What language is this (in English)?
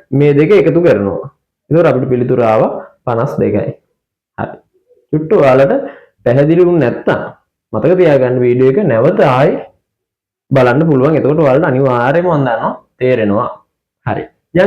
Sinhala